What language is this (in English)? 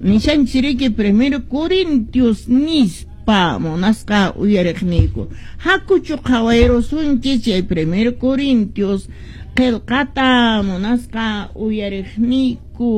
Quechua